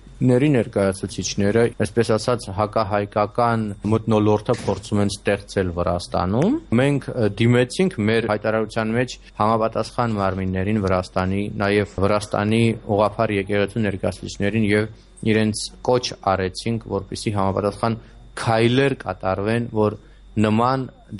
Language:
Armenian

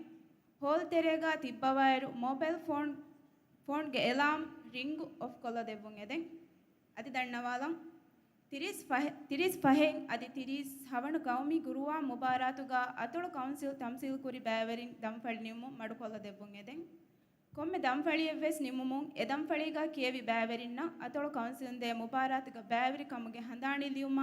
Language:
Divehi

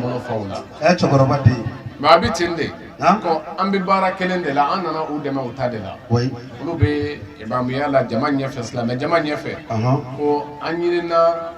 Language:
Bambara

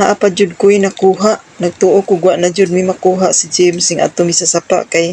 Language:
Cebuano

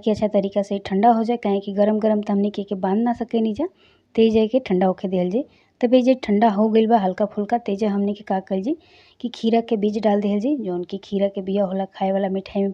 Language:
Bhojpuri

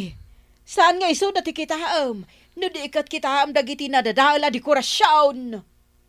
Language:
Iloko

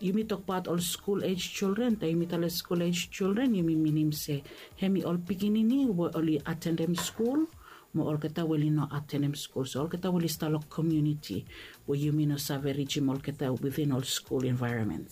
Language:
Bislama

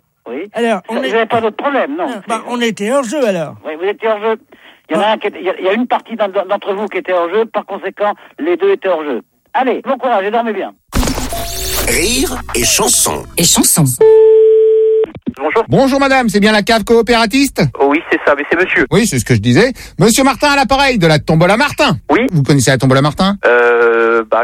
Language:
French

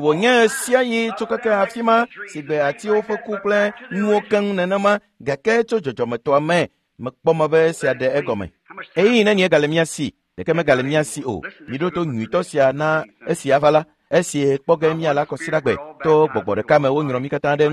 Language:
Ewe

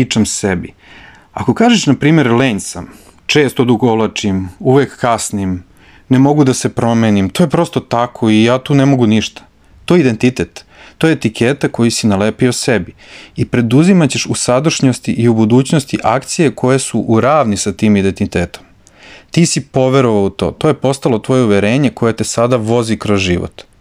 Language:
Serbian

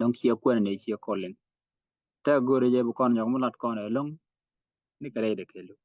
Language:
Nuer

